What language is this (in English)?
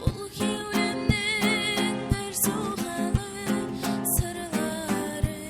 Kara-Kalpak